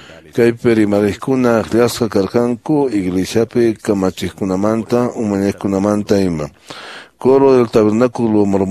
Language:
Quechua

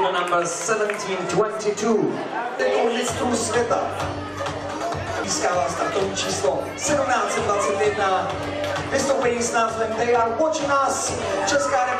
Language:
Czech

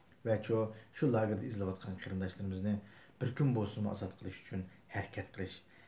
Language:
Uyghur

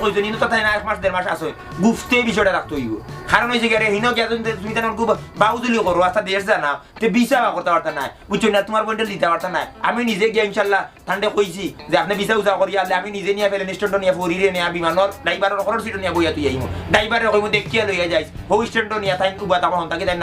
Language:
Sylheti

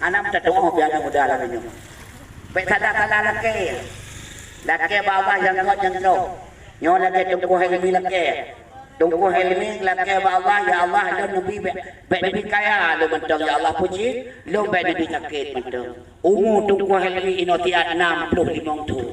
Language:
Achinese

